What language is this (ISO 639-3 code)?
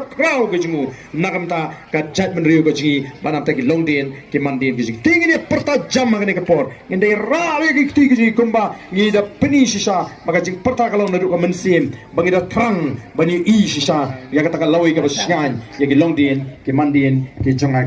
kha